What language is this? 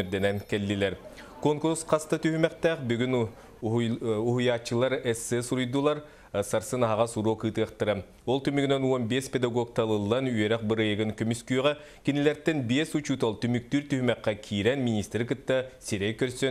Yakut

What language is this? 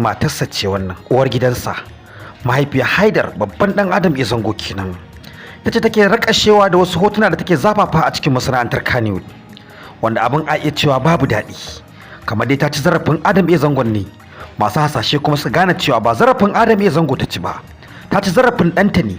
Hausa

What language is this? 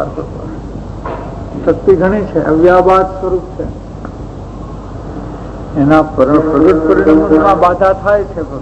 Gujarati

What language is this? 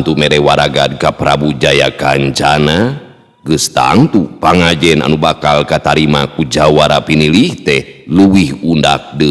Sundanese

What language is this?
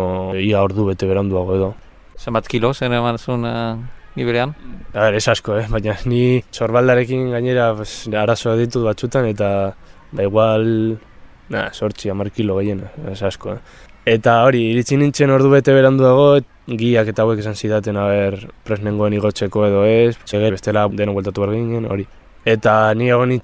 Basque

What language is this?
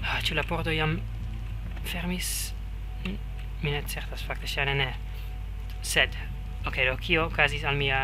Esperanto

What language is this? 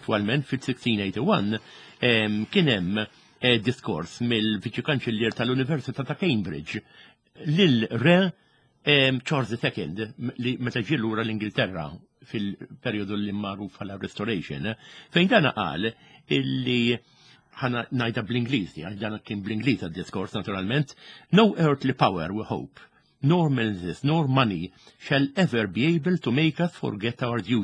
Maltese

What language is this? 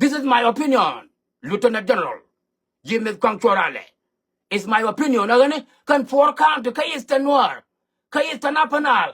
Nuer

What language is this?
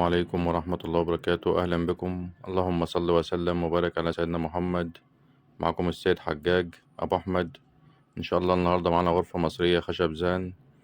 Egyptian Arabic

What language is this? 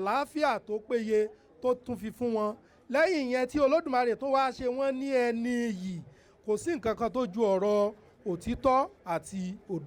Yoruba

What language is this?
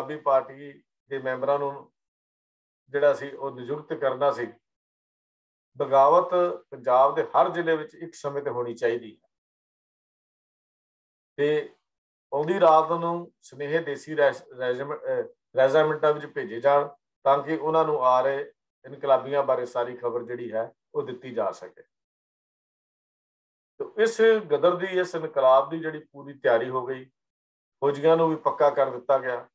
Punjabi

